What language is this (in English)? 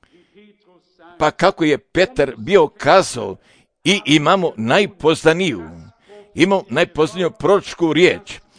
Croatian